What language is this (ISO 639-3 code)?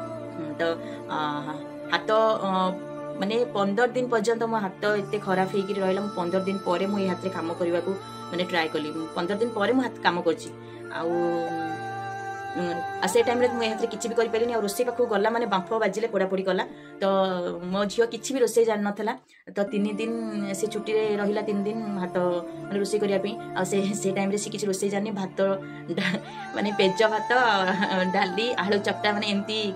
ori